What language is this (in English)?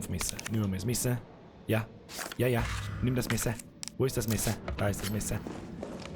Bavarian